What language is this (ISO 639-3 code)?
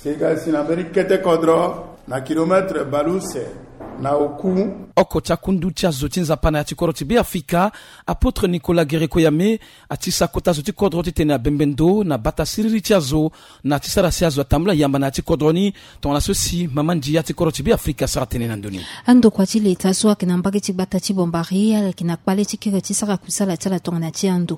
sag